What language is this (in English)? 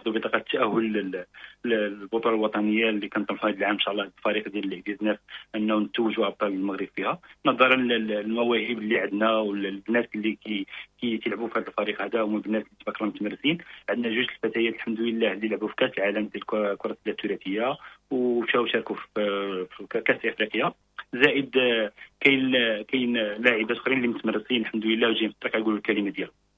Moroccan Arabic